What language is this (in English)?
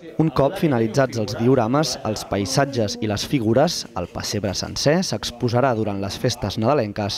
Catalan